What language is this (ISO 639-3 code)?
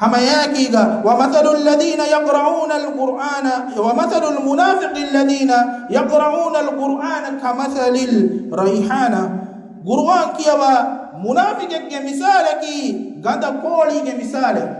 div